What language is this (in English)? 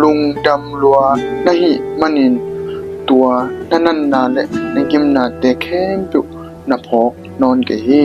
Tedim Chin